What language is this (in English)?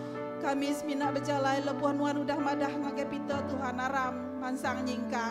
Iban